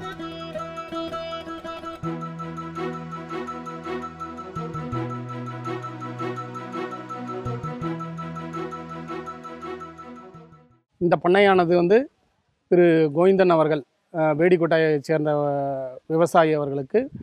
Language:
Tamil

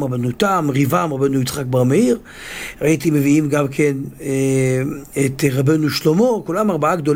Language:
Hebrew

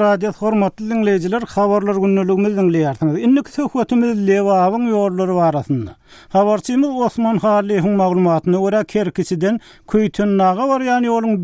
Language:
Turkmen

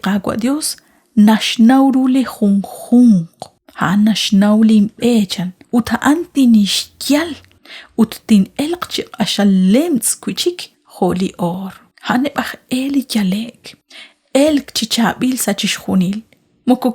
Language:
Kekchí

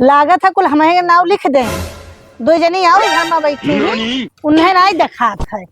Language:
Awadhi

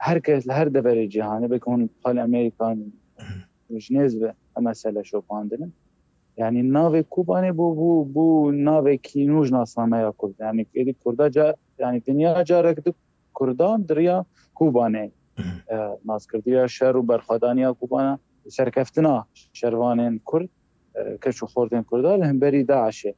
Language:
Kurdish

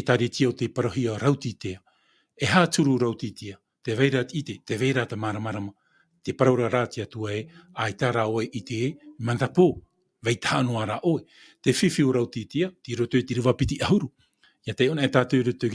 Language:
Tahitian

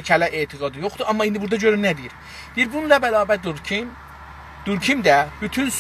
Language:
South Azerbaijani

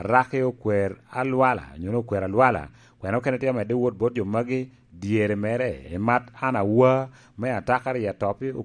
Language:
Lango (Uganda)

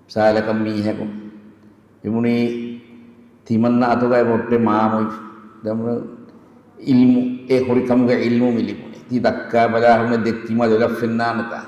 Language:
Divehi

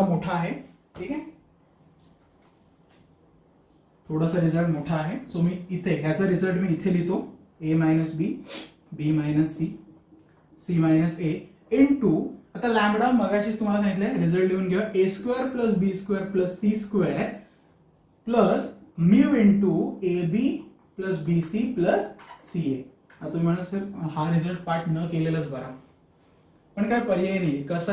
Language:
Marathi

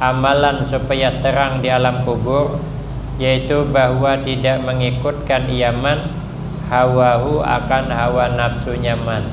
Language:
Banjar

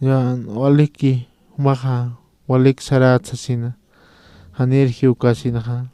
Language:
Aymara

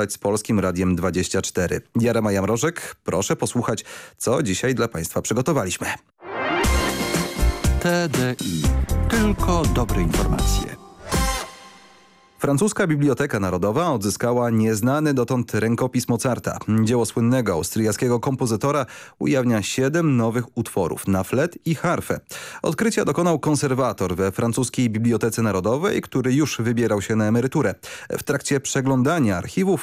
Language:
Polish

